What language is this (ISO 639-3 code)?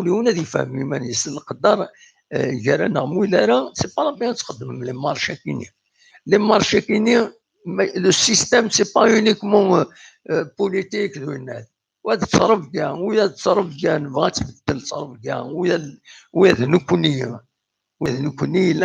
kab